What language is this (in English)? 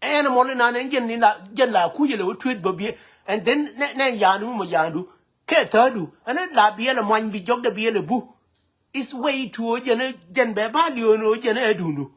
Nuer